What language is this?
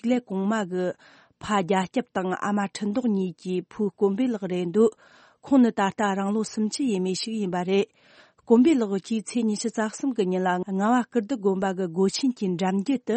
Tibetan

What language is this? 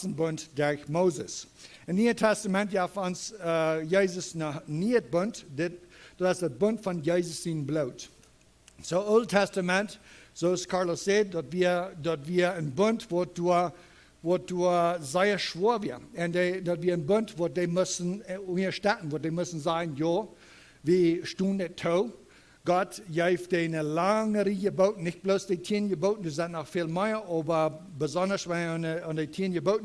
Plautdietsch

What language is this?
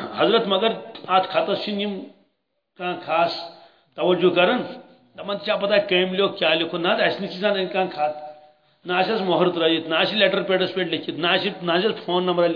Kashmiri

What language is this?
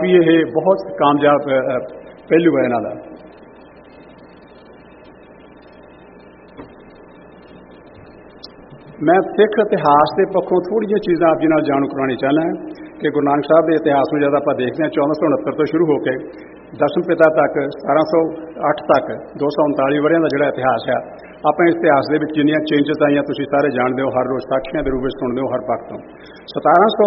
Punjabi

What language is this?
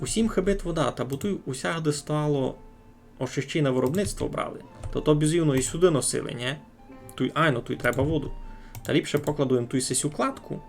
Rusyn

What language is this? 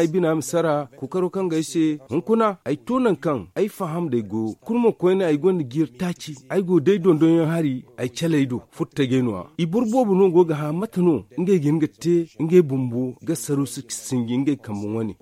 Zarma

